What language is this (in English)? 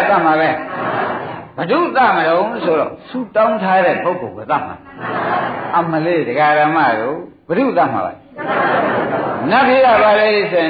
Burmese